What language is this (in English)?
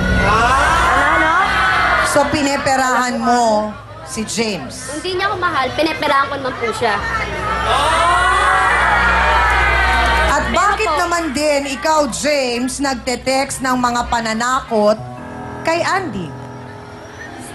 Filipino